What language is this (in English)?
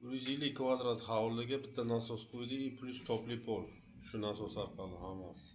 Uzbek